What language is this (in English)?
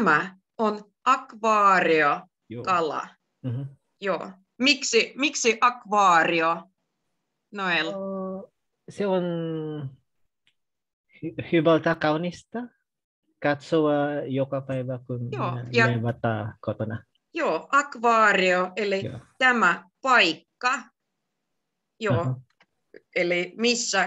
Finnish